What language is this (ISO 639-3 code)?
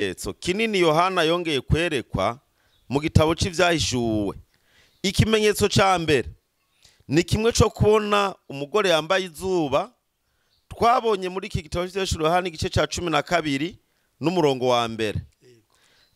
run